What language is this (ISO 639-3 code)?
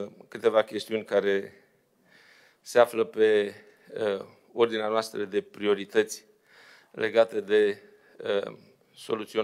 ron